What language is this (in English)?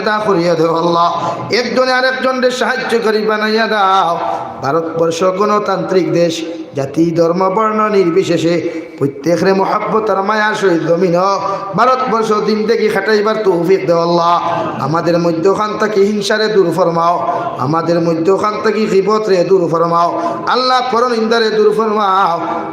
Sylheti